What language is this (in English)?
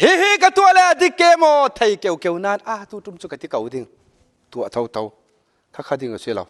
Falam Chin